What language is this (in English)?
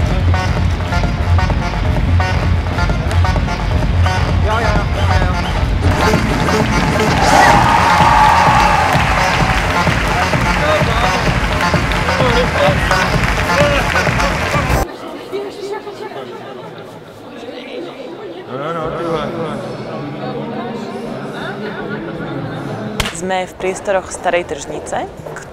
Slovak